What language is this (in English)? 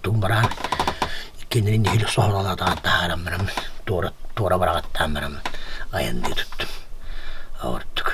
Yakut